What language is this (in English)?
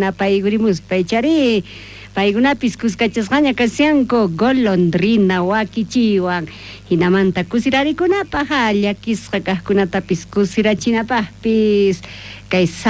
South Bolivian Quechua